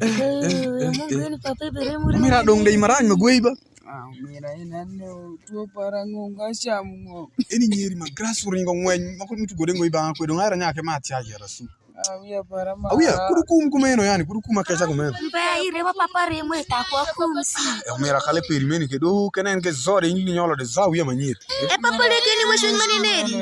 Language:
Alur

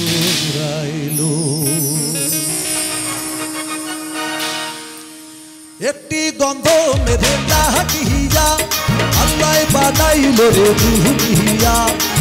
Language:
Bangla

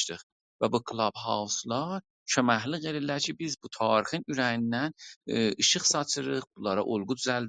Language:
South Azerbaijani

